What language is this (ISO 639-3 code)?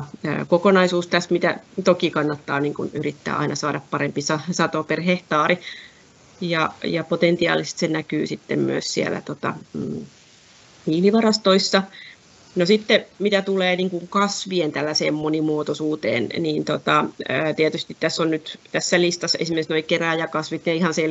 fin